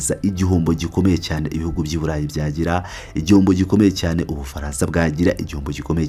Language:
Kinyarwanda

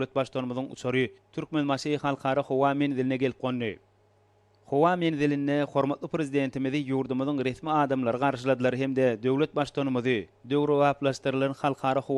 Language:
Turkmen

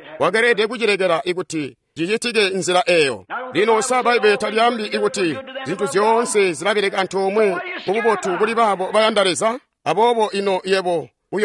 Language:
Tonga (Zambia)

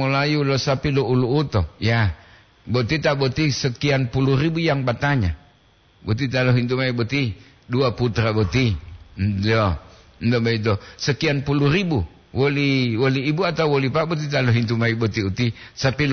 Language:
Gorontalo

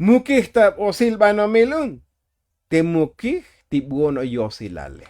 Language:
Tzotzil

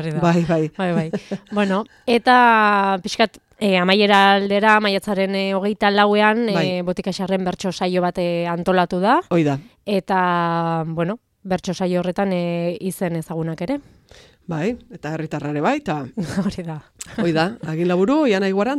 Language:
Basque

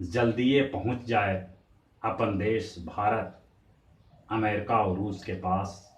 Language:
Magahi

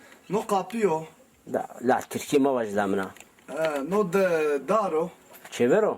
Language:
Zaza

